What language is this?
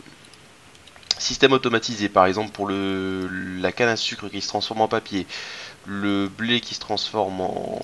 French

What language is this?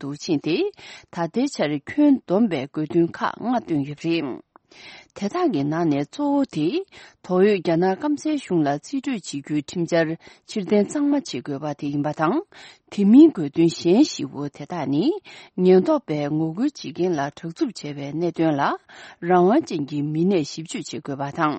Tibetan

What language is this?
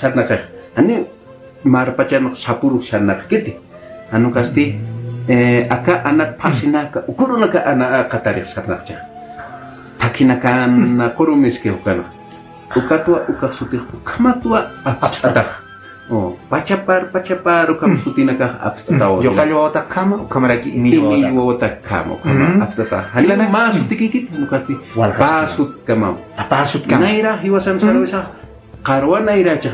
Aymara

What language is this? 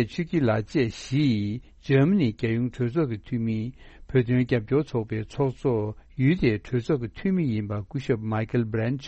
Tibetan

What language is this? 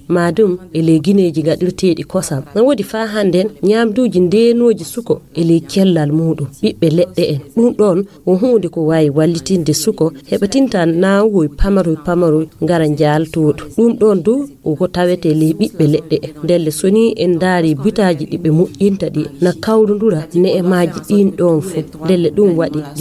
Fula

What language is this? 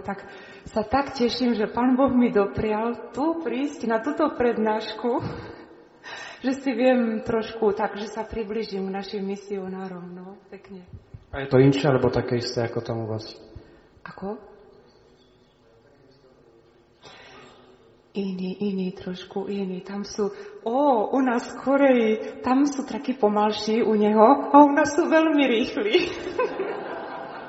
Slovak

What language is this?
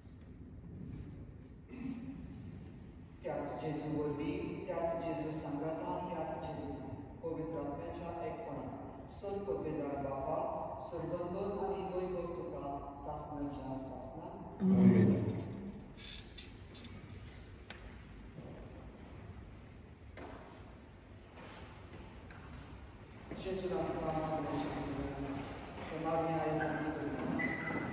Konkani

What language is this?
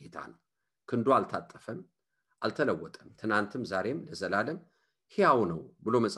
Amharic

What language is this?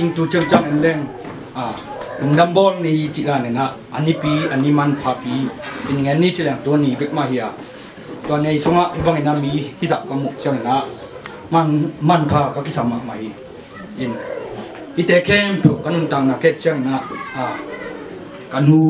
Tedim Chin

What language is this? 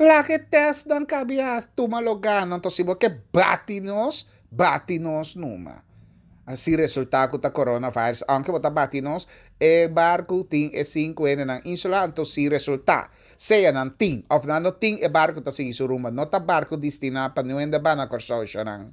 Papiamento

